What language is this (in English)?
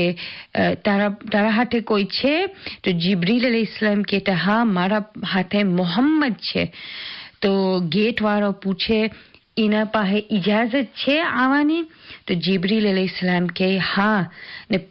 Gujarati